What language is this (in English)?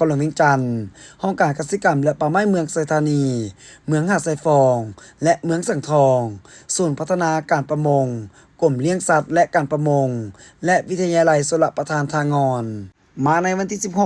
Lao